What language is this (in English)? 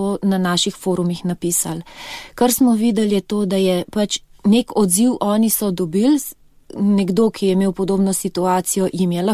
Slovenian